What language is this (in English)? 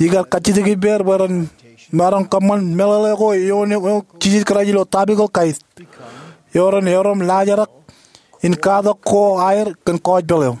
Marshallese